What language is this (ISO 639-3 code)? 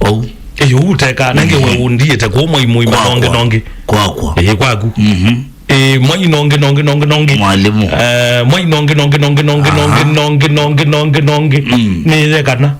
kam